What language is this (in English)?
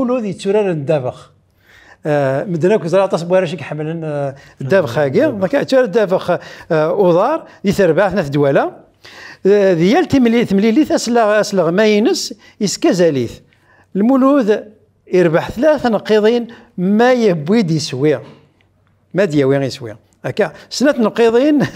Kabyle